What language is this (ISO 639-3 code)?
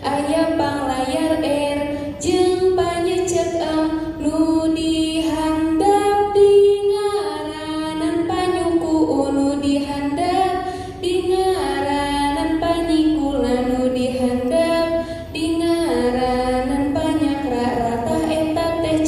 sun